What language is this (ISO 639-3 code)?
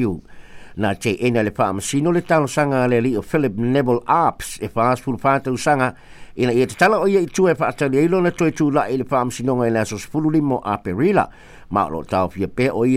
smo